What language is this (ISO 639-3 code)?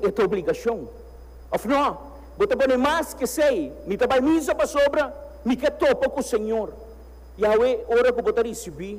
pap